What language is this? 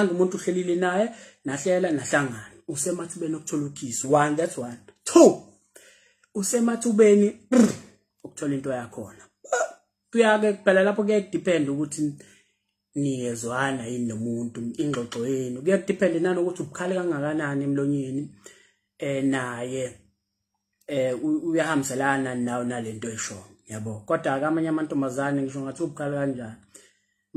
Zulu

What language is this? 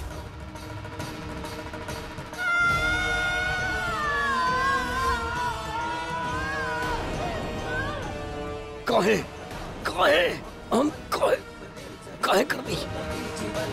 Bhojpuri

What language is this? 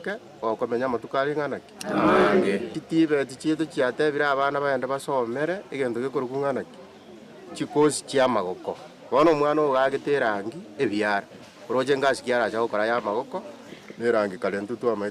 Gusii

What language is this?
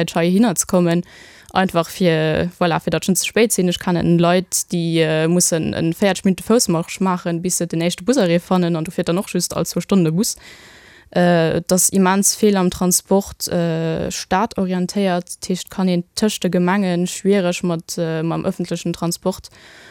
Luxembourgish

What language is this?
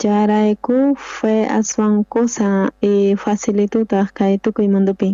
South Bolivian Quechua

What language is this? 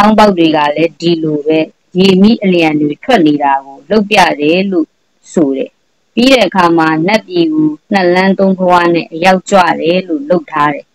Burmese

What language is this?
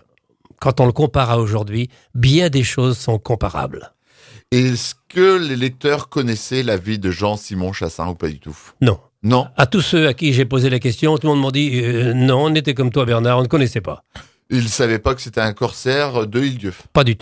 French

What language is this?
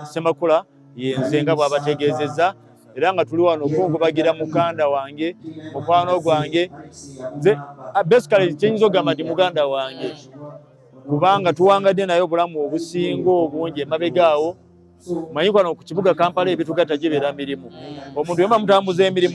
Ganda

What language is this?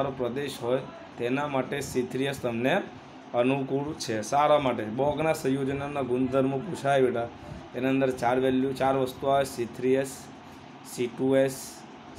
Gujarati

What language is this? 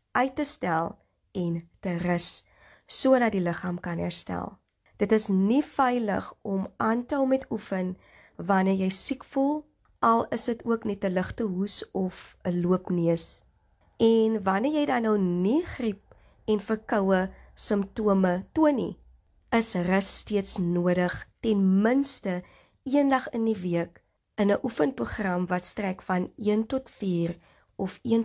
Afrikaans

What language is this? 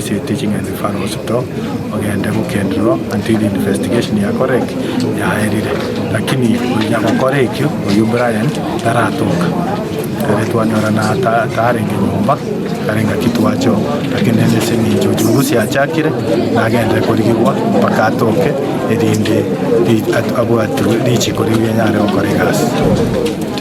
Gusii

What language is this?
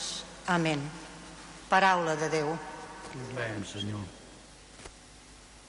Catalan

